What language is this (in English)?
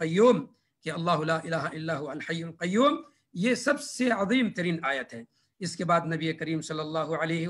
Urdu